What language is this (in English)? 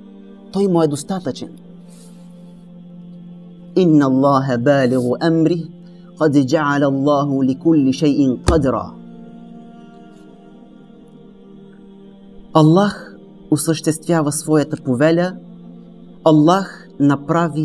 Bulgarian